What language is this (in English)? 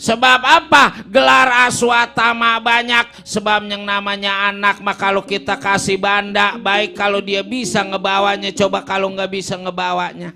Betawi